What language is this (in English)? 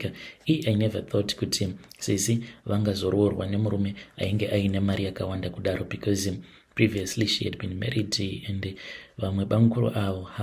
Shona